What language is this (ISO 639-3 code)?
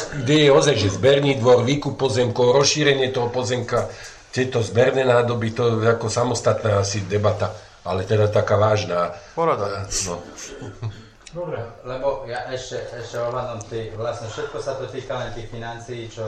slk